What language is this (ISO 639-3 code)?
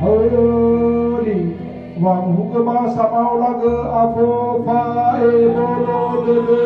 nia